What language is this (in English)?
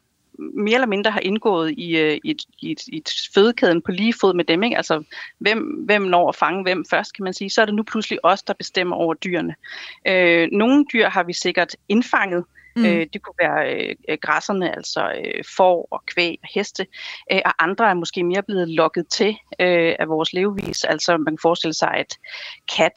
Danish